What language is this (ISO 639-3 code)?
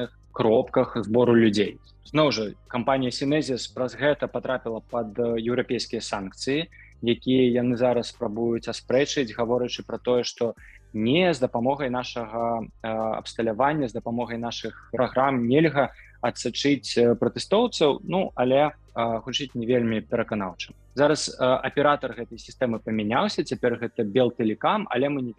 bel